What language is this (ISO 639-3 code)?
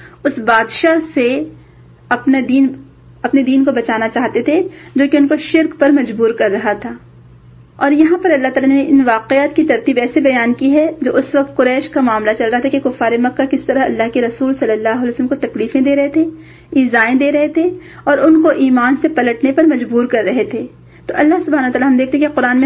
urd